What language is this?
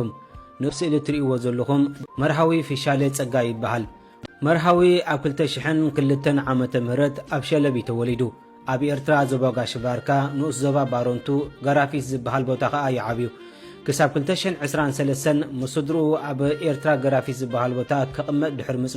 Tigrinya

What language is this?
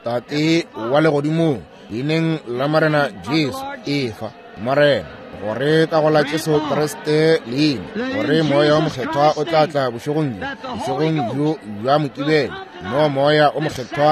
Northern Sotho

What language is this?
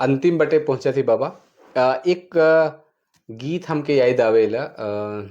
Sadri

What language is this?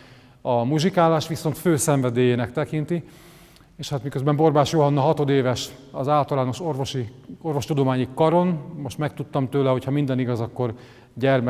Hungarian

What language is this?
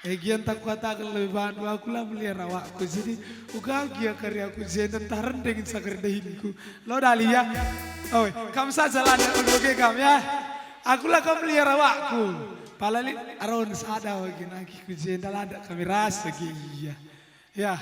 Batak Karo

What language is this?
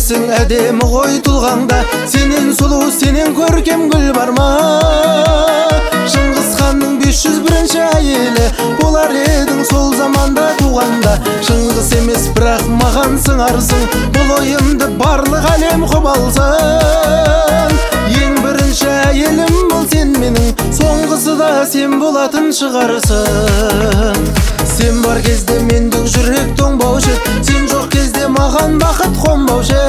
Kazakh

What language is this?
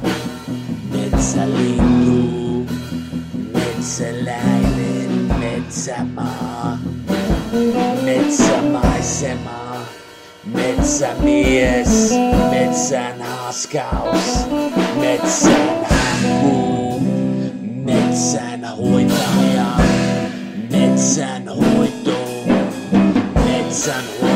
Finnish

